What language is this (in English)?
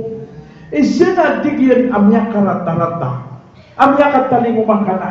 Maranao